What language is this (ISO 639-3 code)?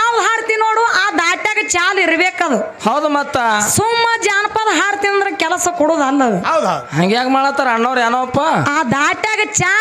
kan